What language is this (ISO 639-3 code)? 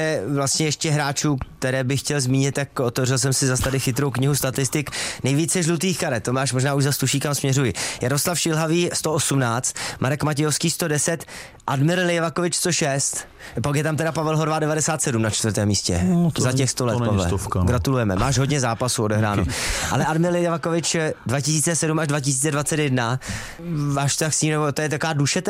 ces